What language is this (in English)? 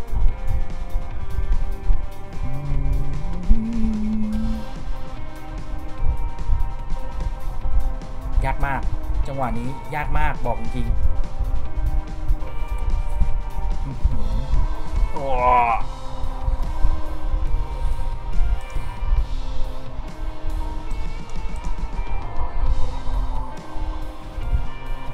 Thai